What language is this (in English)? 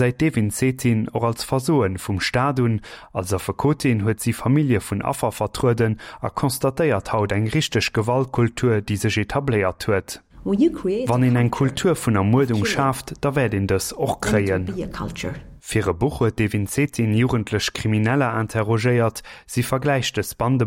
Luxembourgish